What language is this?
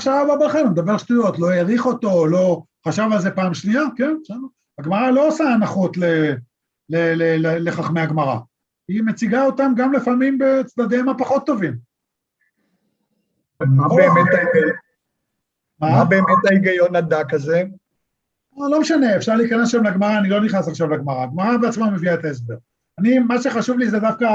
Hebrew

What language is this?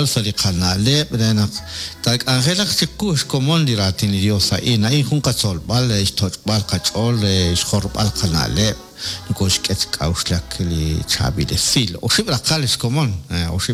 Kekchí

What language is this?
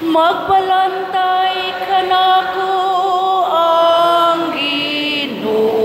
Cebuano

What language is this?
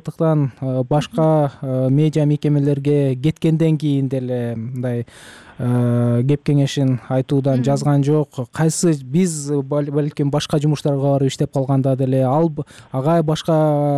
Kyrgyz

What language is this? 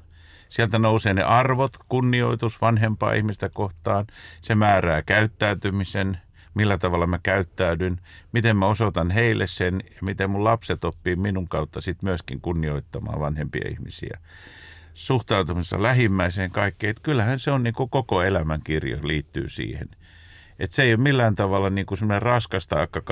Finnish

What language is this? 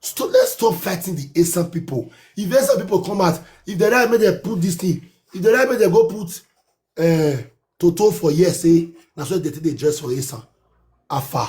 Nigerian Pidgin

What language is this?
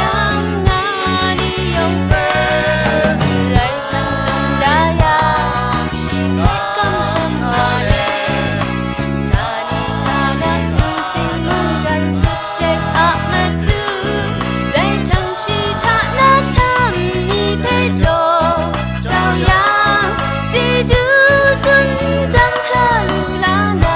Kachin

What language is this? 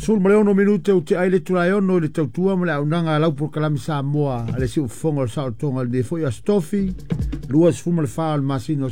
Samoan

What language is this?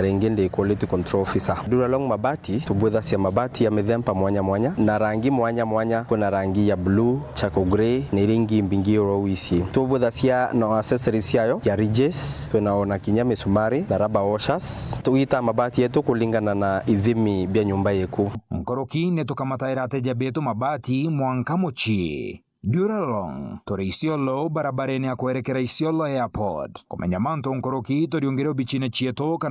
Meru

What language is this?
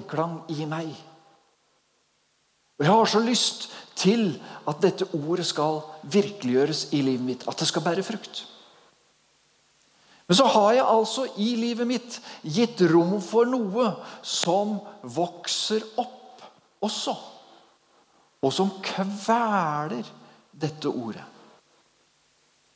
Norwegian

